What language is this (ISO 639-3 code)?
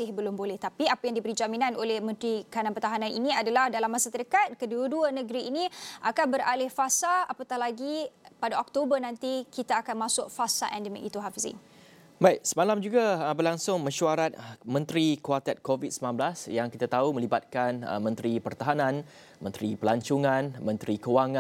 msa